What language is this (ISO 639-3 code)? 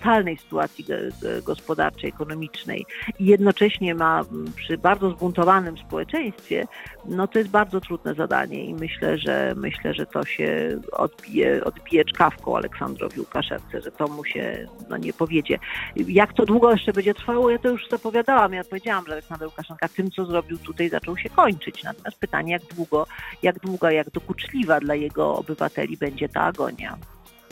pol